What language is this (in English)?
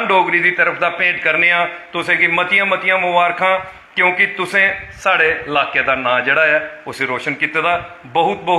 Dogri